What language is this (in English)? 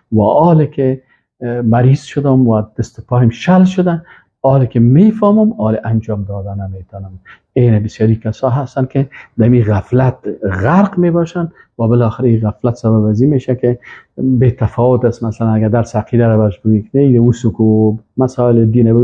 Persian